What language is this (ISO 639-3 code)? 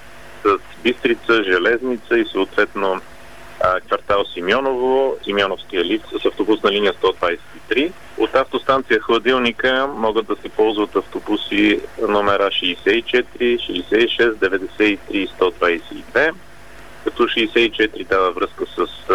bul